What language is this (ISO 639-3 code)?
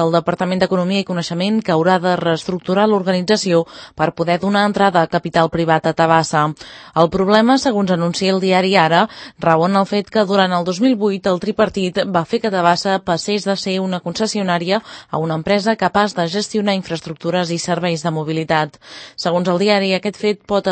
cat